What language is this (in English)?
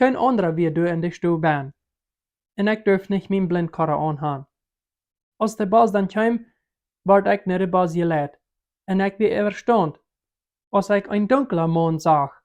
Plautdietsch